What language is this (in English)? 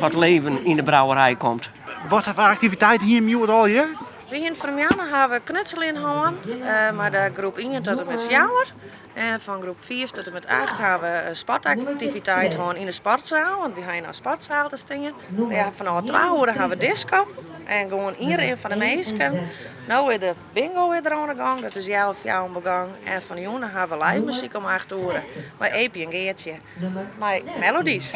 Western Frisian